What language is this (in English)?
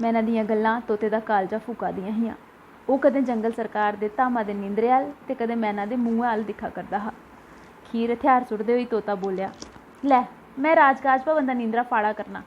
Dogri